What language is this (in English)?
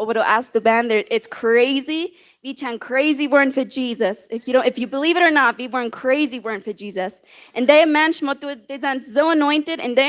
Plautdietsch